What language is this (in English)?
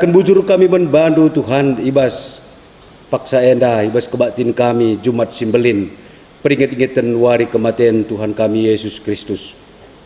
Batak Karo